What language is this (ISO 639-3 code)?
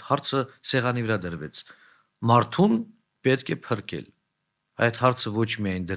hye